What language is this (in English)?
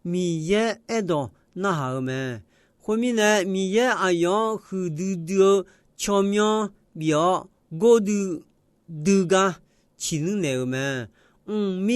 Akha